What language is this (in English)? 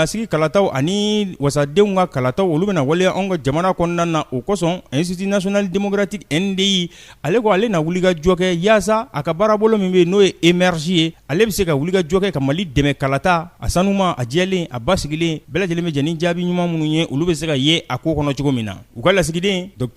Bambara